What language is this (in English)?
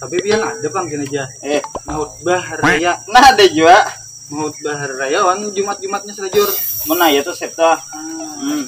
Banjar